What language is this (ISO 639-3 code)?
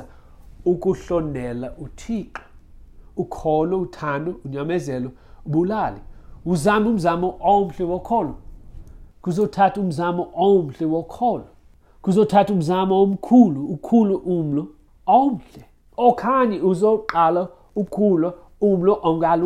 xho